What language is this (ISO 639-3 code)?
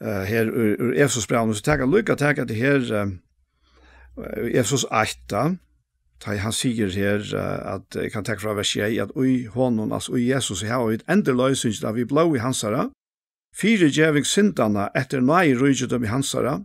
fao